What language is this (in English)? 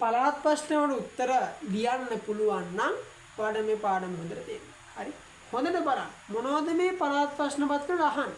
Sinhala